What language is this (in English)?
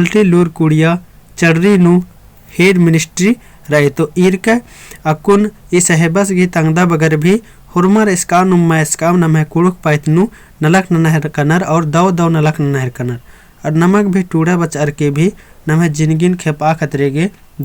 Kurukh